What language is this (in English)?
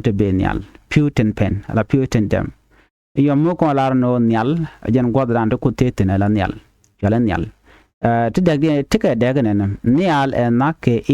Nuer